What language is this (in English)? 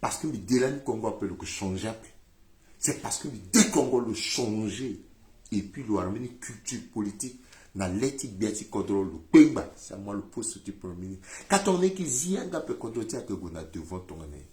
Sango